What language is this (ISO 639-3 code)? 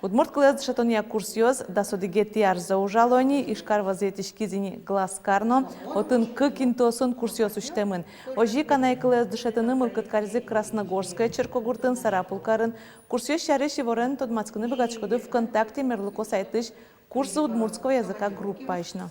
udm